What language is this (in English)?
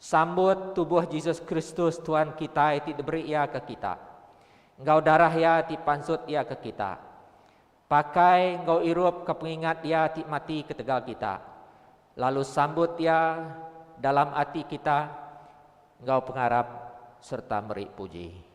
Iban